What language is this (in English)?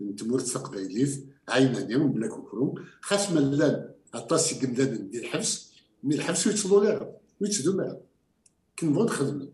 Kabyle